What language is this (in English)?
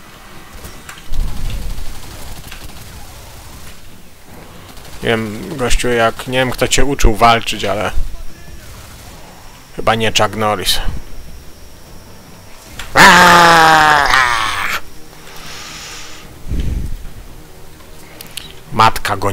Polish